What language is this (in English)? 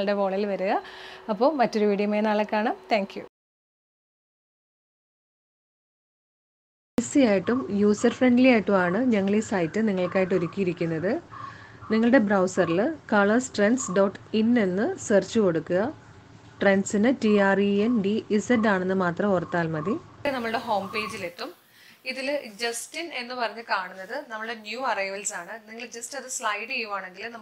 Malayalam